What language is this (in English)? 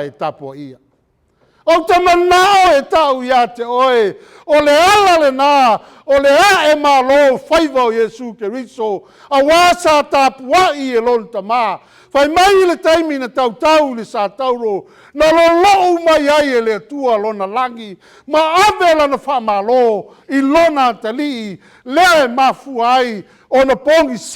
Samoan